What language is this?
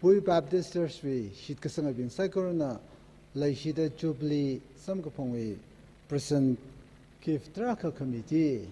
Tangkhul Naga (India)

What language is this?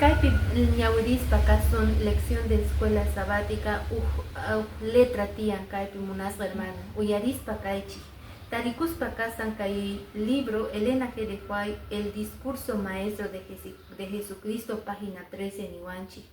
Quechua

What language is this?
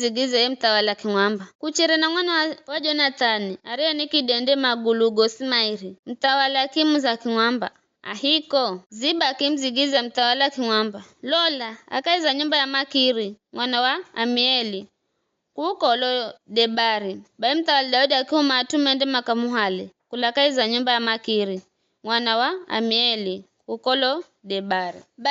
Giryama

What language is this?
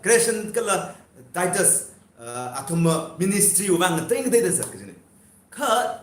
Tangkhul Naga (India)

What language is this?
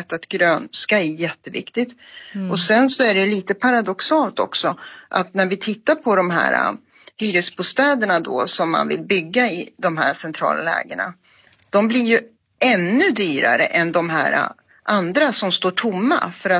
Swedish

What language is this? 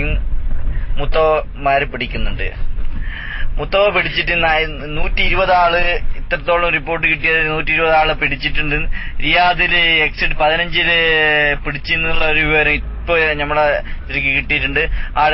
Malayalam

